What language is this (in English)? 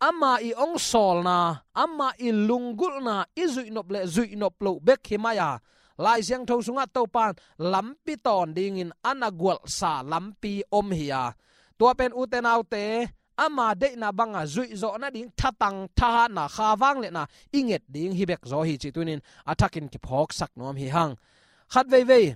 Tedim Chin